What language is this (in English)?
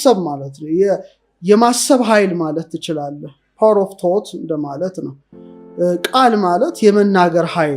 Amharic